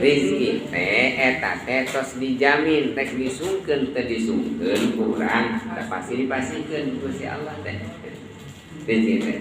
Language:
Sundanese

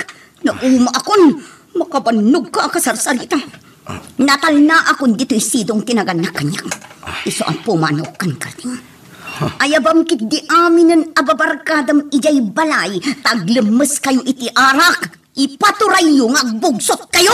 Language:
Iloko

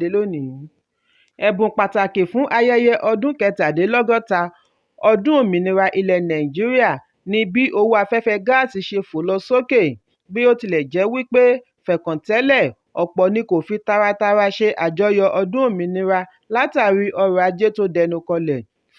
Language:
Yoruba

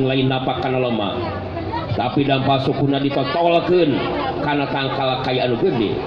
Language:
Sundanese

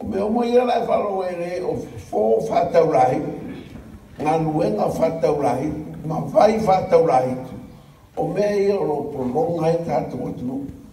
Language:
Samoan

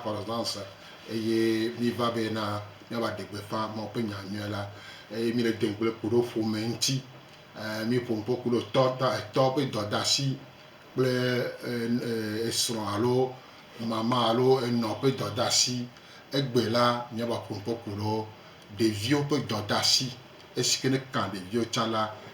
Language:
Gen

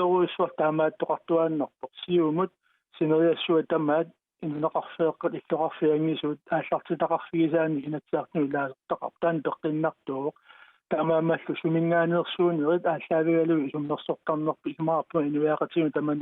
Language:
Kalaallisut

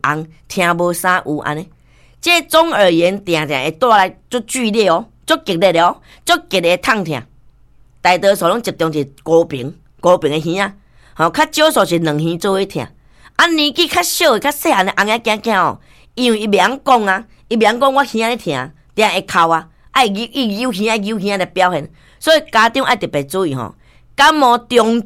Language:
Min Nan Chinese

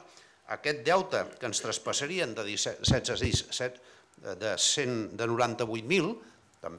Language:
Catalan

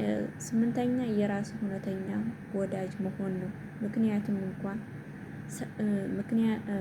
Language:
Amharic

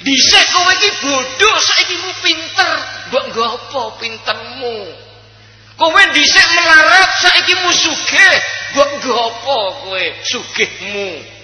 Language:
Javanese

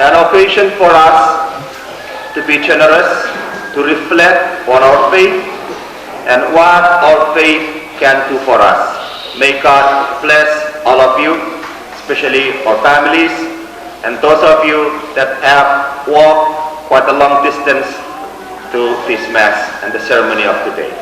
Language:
Pohnpeian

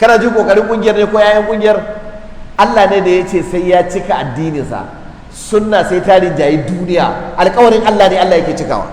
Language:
Hausa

